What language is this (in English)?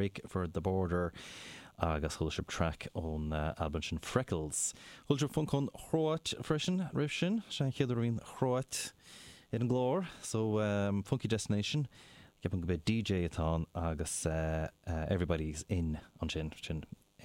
Irish